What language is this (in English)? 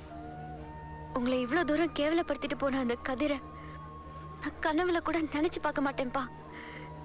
Tamil